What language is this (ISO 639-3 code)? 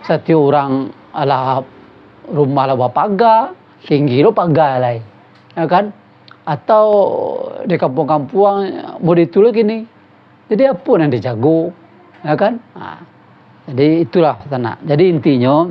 min